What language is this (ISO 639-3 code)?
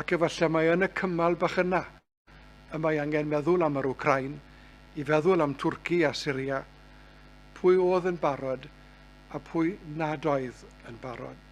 cym